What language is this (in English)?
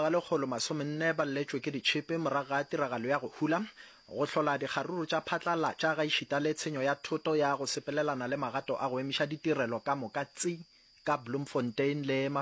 Northern Sotho